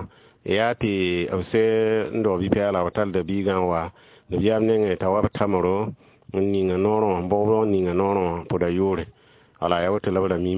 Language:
Mossi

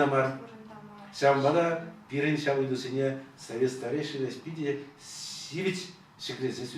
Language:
Chuvash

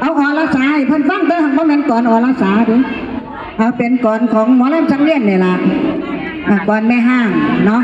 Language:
Northeastern Thai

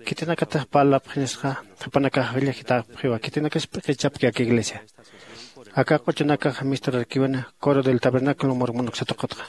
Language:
Aymara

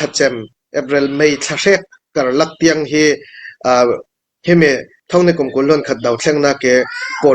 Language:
Hakha Chin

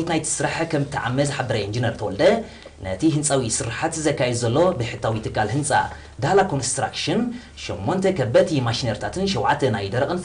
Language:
Tigrinya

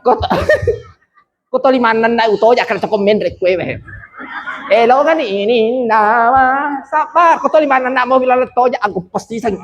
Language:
Buginese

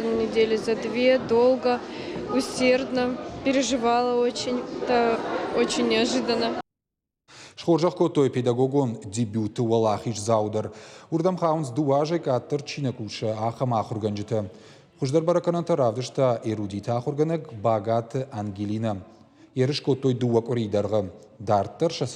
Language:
Ossetic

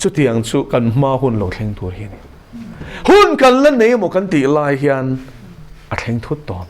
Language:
Mizo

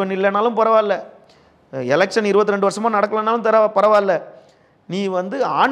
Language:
Tamil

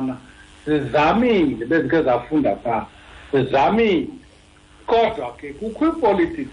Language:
Xhosa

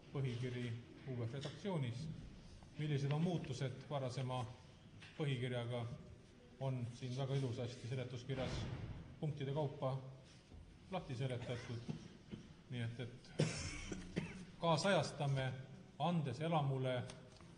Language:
Estonian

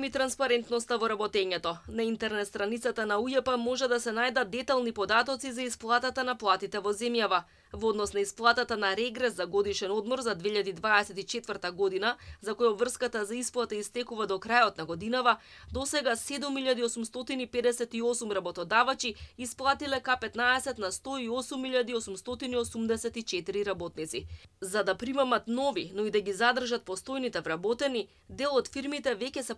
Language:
Macedonian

